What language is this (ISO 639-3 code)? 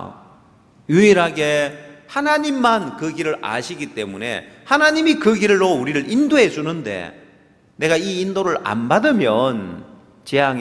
kor